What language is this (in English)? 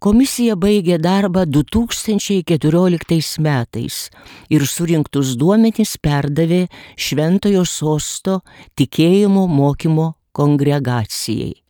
Lithuanian